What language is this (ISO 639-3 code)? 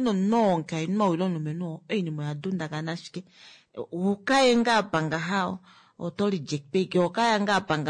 kua